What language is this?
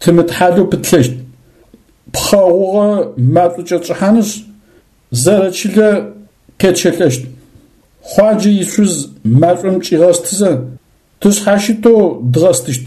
Adyghe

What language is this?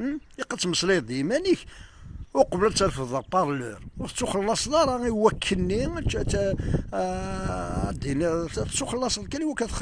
Kabyle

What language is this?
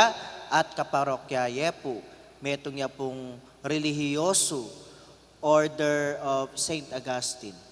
Pampanga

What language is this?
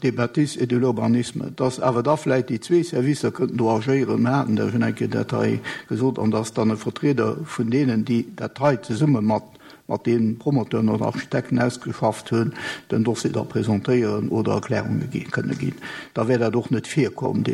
Luxembourgish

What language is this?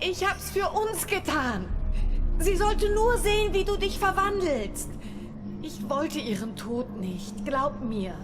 Swiss German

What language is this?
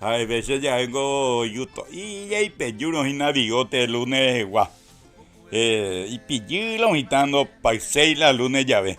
Guarani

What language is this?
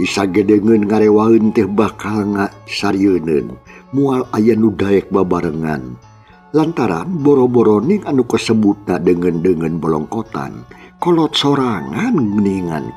Sundanese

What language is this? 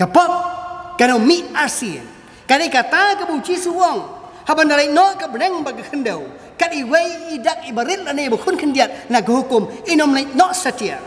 Khasi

